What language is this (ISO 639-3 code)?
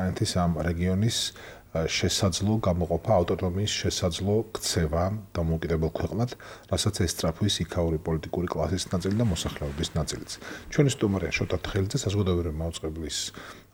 kat